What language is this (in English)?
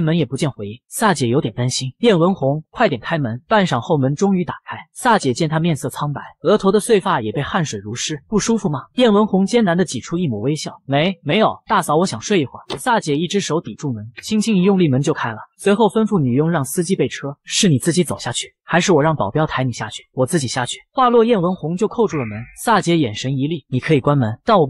Chinese